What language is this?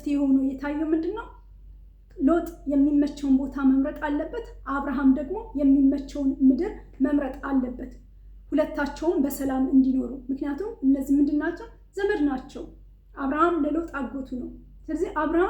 Amharic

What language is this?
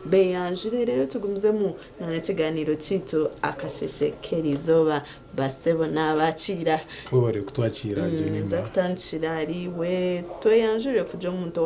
Nyankole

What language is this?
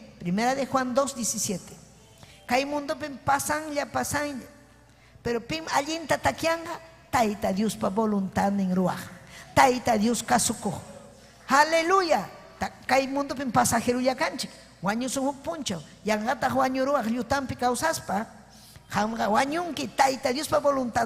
Ayacucho Quechua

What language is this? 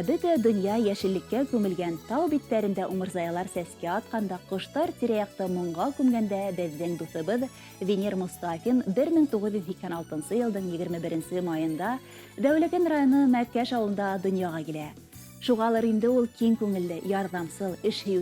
Bashkir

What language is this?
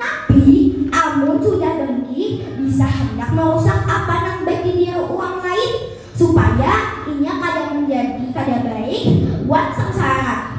Banjar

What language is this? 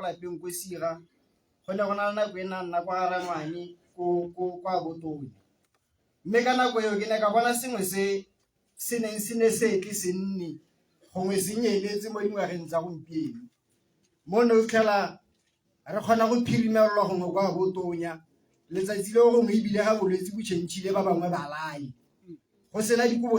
Tswana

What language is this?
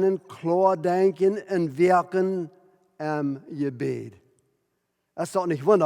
Plautdietsch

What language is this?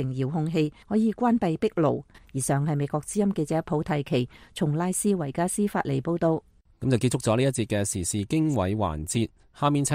Cantonese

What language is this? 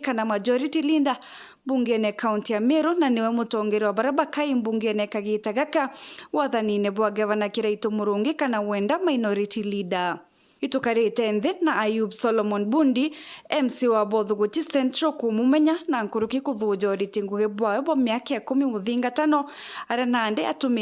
Meru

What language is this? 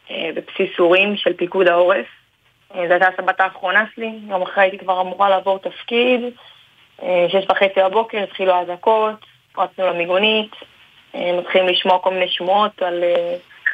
Hebrew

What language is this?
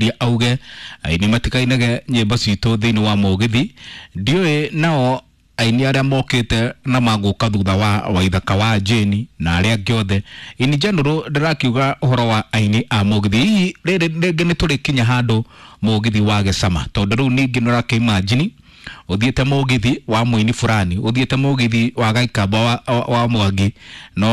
Kikuyu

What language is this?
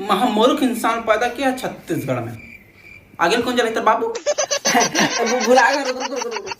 Chhattisgarhi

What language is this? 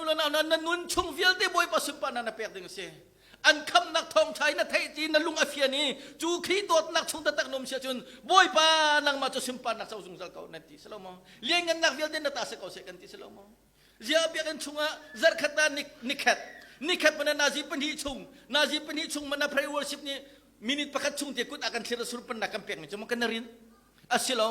Hakha Chin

